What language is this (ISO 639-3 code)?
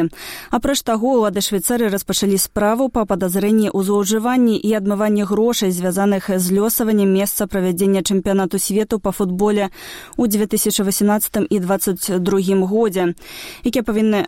bel